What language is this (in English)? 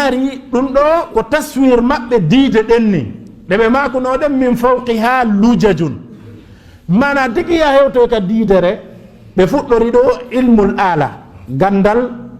Fula